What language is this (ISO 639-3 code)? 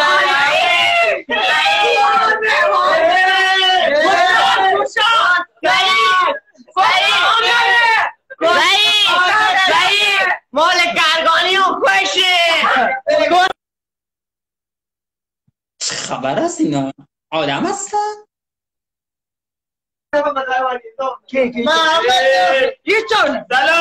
fas